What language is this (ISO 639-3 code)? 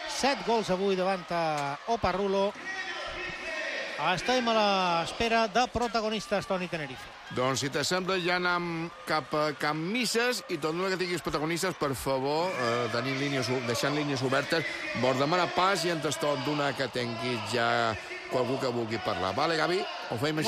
cat